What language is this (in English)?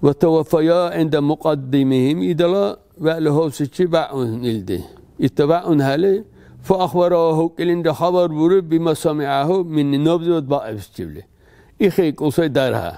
Dargwa